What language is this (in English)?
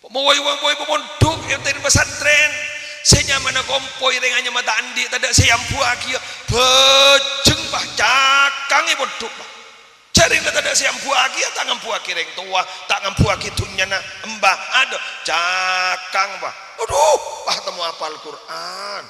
Madurese